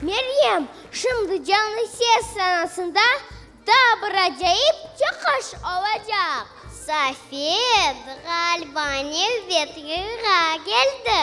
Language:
Crimean Tatar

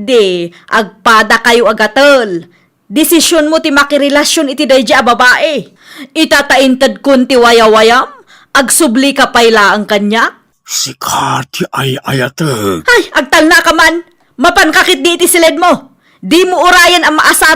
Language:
Iloko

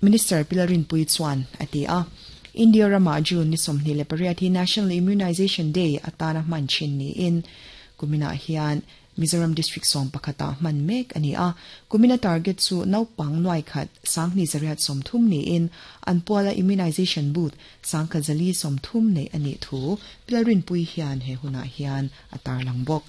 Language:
Mizo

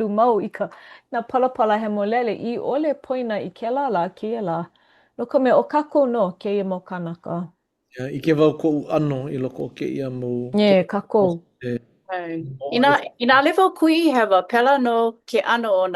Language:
Hawaiian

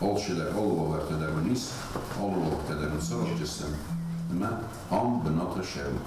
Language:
Ossetic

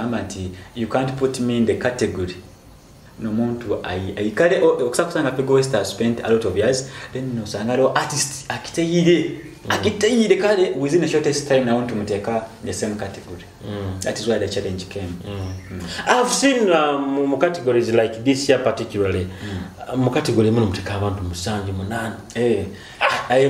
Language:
Nyoro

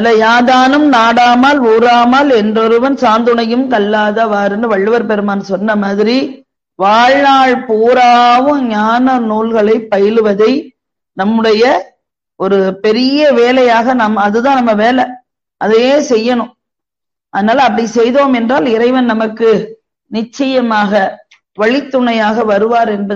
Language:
Tamil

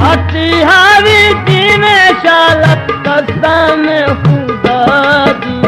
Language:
Saraiki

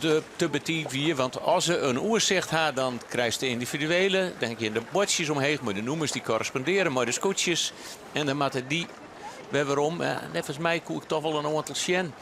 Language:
Western Frisian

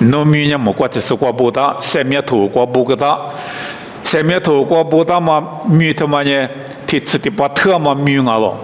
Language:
Lisu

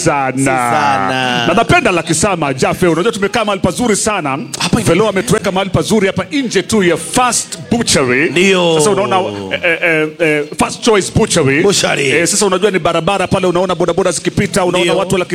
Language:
Swahili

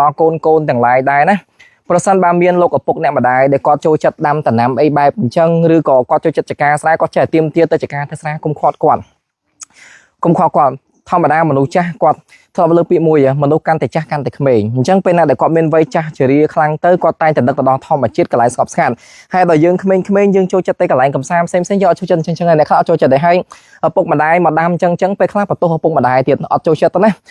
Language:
Khmer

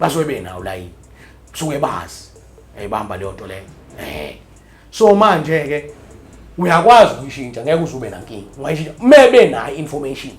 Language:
Zulu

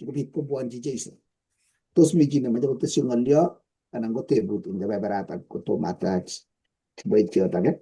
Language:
Kalenjin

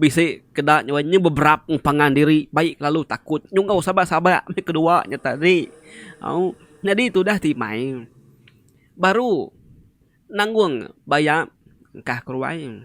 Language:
Iban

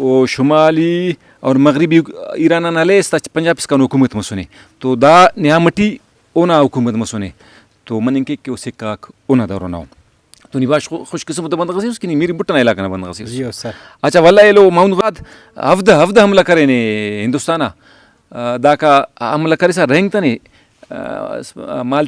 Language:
Brahui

